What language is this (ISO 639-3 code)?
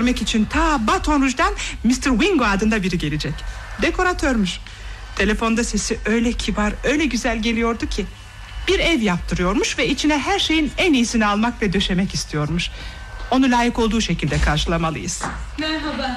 tur